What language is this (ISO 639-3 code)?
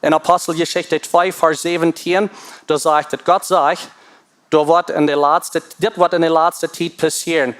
pdt